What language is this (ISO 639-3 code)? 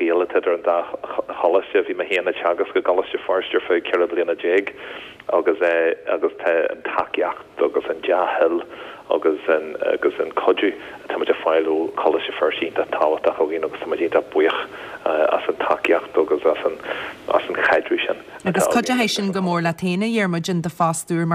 gle